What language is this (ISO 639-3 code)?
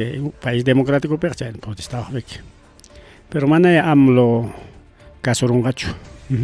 quy